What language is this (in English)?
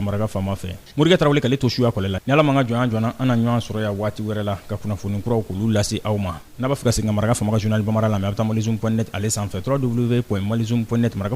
Bambara